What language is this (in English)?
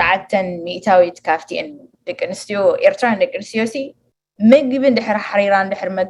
Tigrinya